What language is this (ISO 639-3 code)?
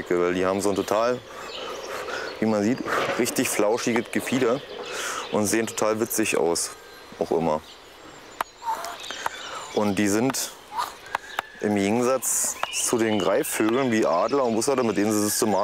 deu